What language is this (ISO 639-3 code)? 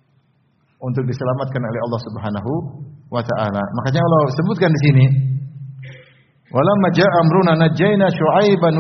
ind